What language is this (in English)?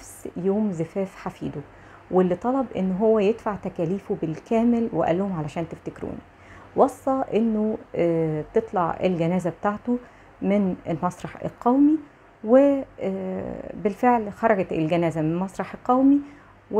Egyptian Arabic